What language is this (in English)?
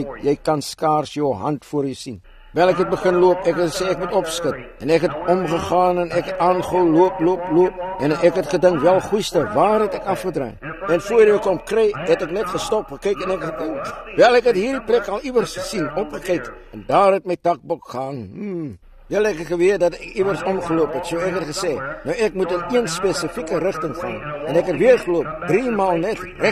Afrikaans